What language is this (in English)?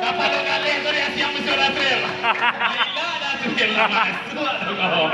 Minangkabau